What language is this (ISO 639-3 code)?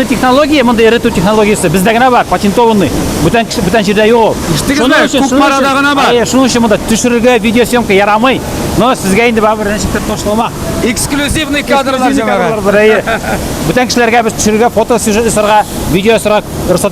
tat